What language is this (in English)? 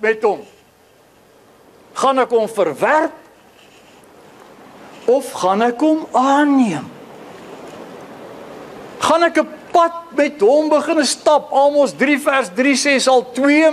Afrikaans